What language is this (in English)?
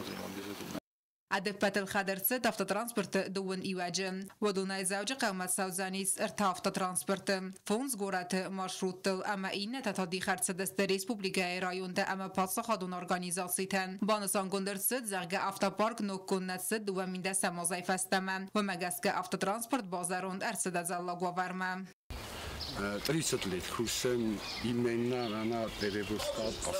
Ossetic